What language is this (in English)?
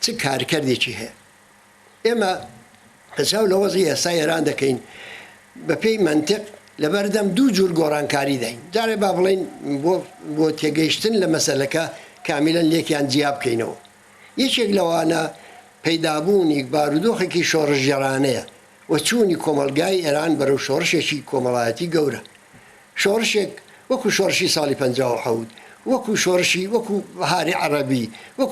Central Kurdish